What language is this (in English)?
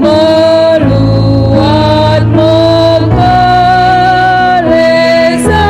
Batak Karo